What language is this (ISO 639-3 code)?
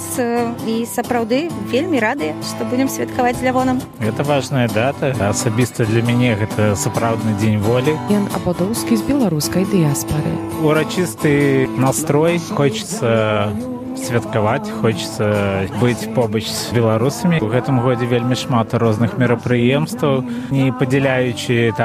bel